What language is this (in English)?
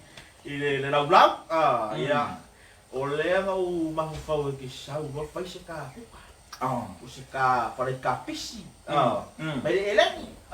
Samoan